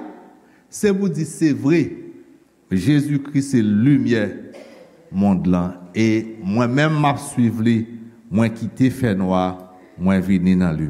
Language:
Haitian Creole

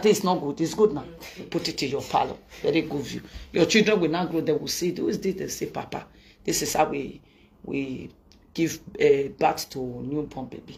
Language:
Nigerian Pidgin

